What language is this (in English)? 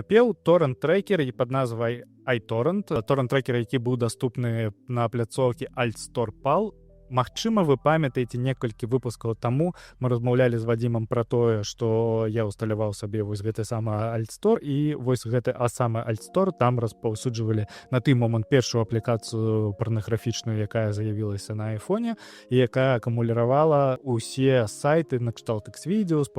Belarusian